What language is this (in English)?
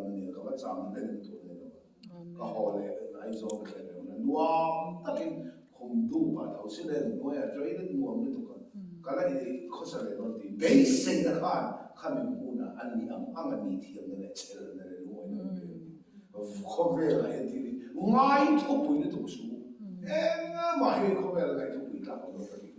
Mizo